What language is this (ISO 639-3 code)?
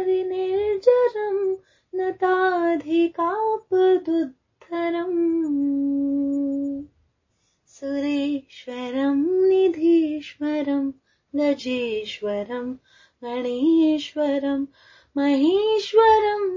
san